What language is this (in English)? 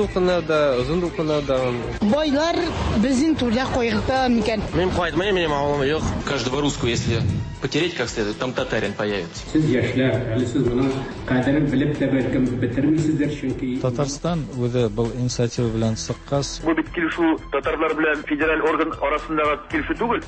Tatar